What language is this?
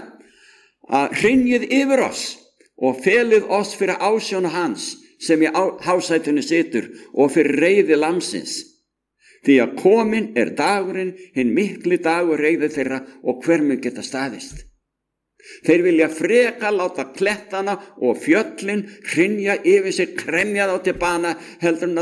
Icelandic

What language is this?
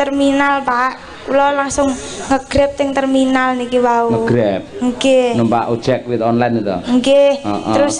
Javanese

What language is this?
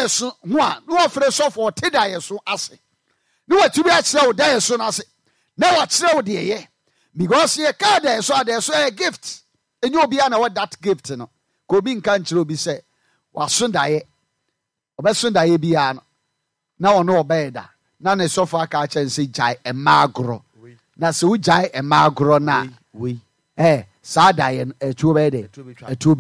Akan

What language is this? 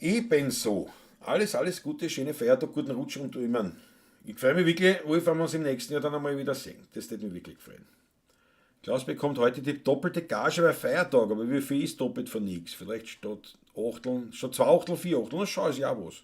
Bavarian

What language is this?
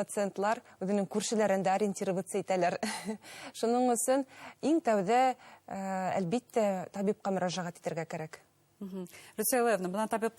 Bashkir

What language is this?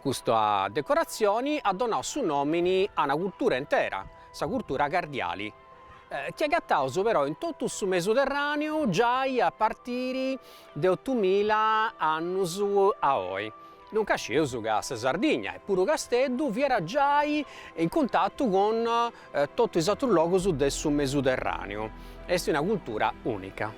Sardinian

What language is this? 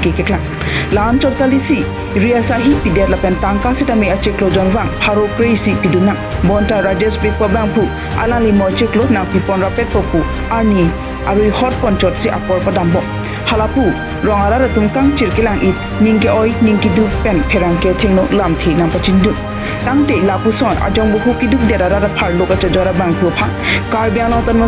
Karbi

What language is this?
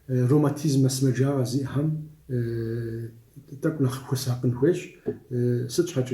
Kabardian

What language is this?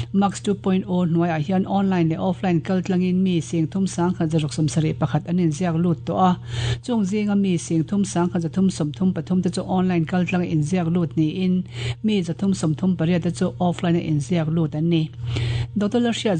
Mizo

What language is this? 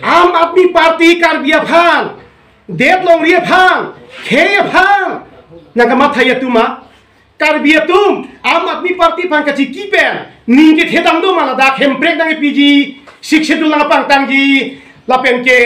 Karbi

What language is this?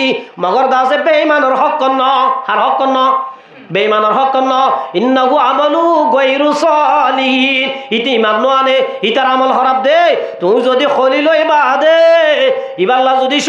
Rohingya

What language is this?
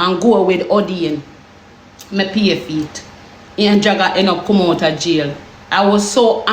Jamaican Creole English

